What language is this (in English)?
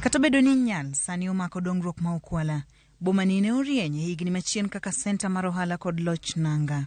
Luo (Kenya and Tanzania)